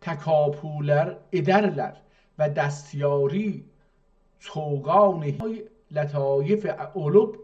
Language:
South Azerbaijani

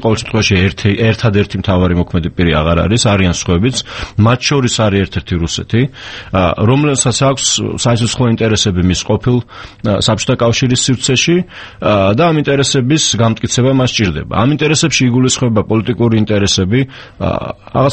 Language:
Georgian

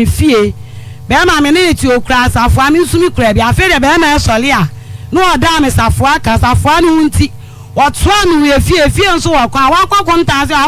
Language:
Akan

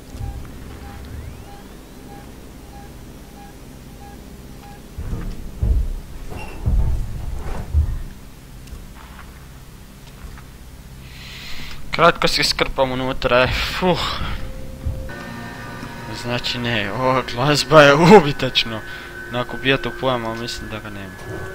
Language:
Croatian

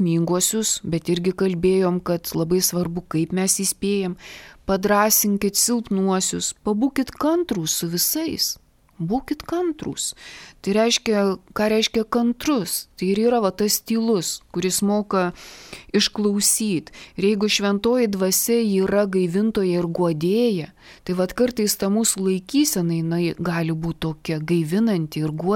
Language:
Lithuanian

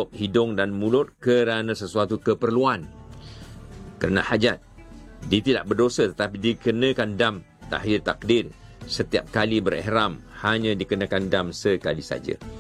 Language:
Malay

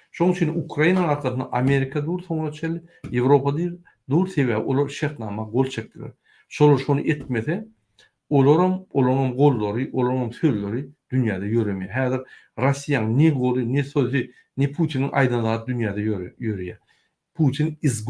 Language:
Turkmen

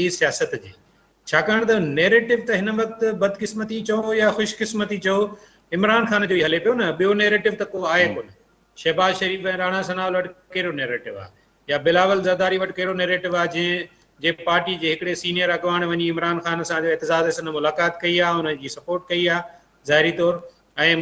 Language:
Sindhi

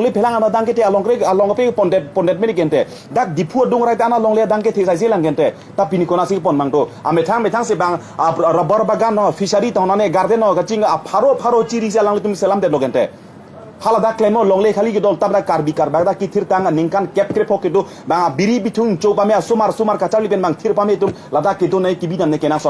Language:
Karbi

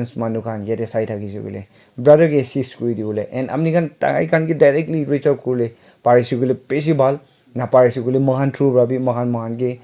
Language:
Naga Pidgin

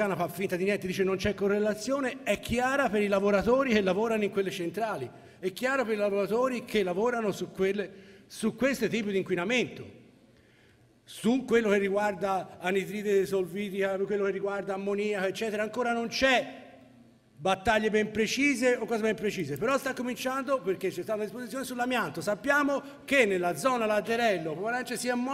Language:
Italian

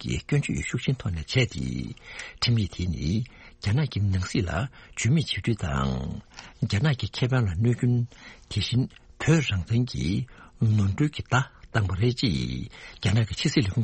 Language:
Tibetan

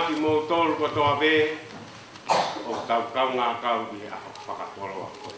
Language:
Tongan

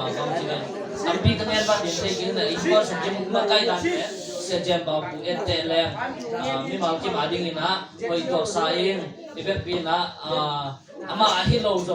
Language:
Tedim Chin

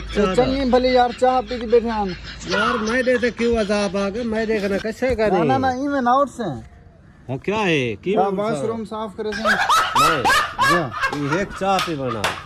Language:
Saraiki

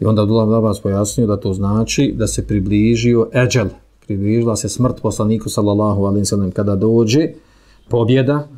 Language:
Bosnian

